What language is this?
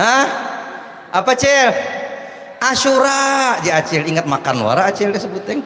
Banjar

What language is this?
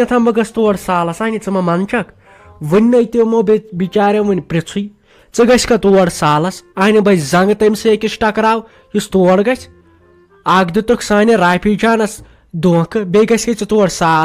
Kashmiri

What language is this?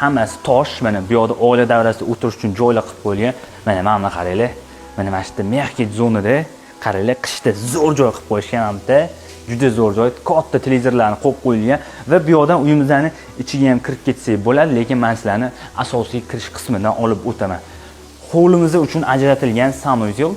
Uzbek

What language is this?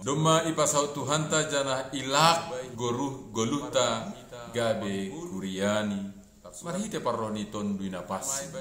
Batak Simalungun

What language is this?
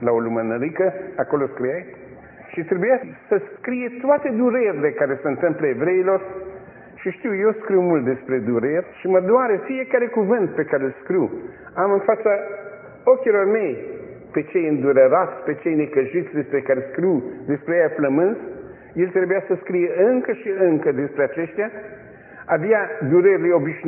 Romanian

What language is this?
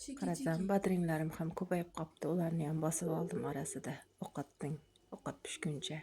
Uzbek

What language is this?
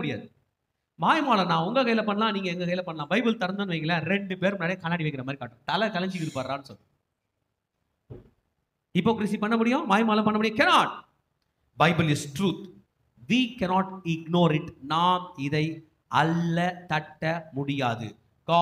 Tamil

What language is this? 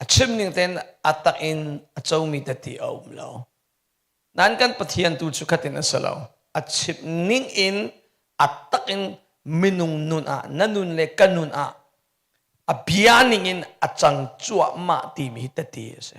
Hakha Chin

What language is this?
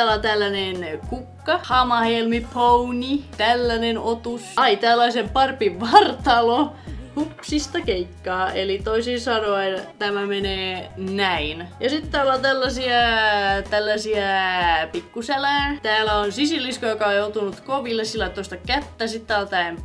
Finnish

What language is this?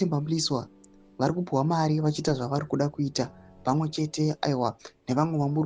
Shona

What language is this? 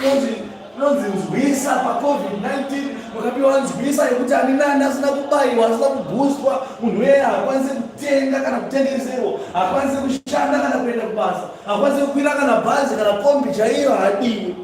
Shona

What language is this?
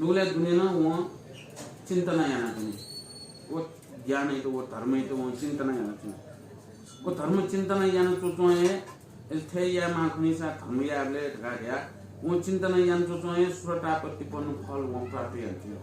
Newari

